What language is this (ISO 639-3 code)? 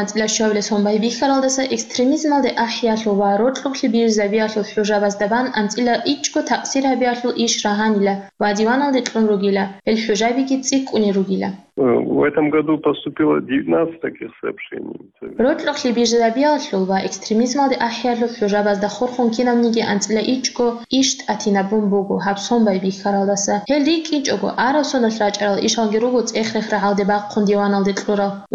ava